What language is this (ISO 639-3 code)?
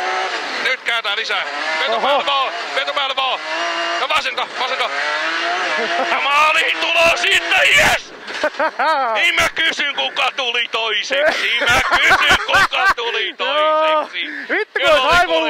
fin